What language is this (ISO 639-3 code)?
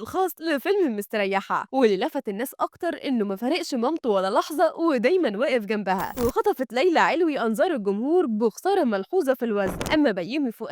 arz